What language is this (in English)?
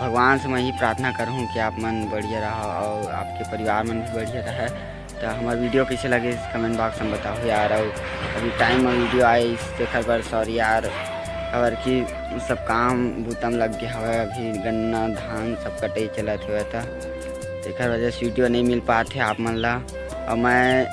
Chhattisgarhi